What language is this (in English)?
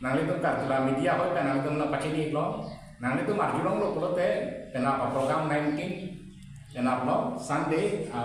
Karbi